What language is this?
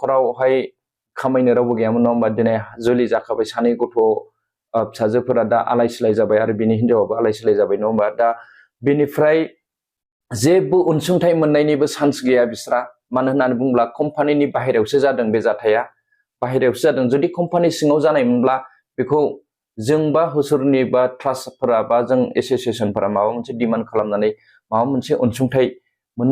Bodo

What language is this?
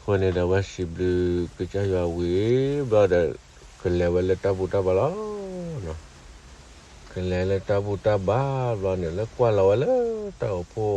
S'gaw Karen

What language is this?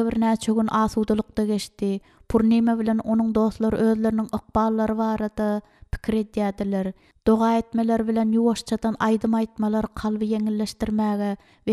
Turkmen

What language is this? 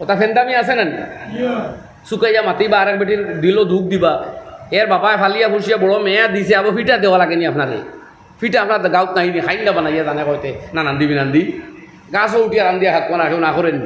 Sylheti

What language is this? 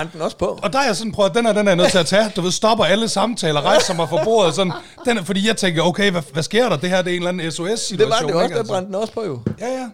Danish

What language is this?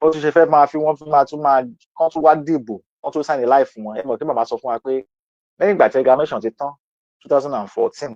Yoruba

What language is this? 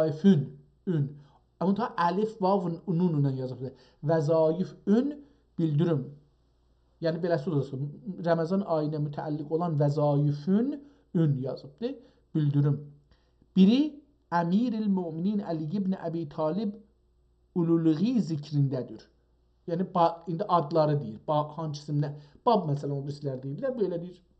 South Azerbaijani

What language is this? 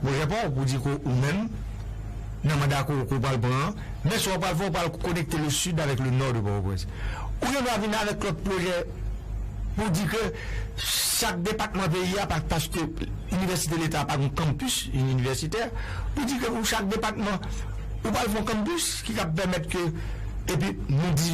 Haitian Creole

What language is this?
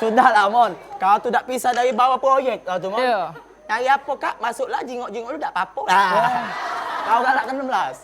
Musi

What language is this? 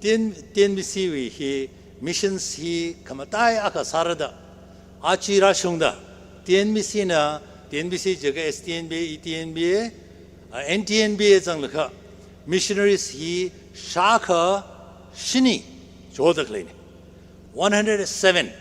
Tangkhul Naga (India)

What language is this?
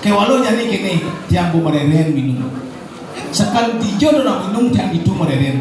Balinese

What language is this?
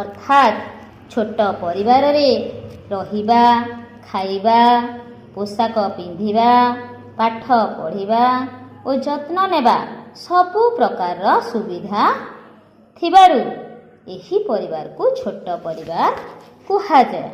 Odia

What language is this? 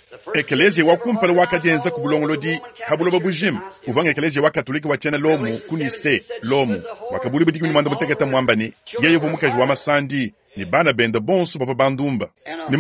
Luba-Lulua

